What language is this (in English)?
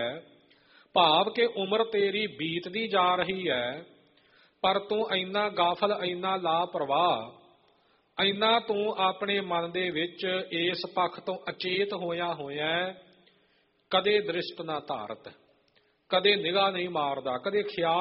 Punjabi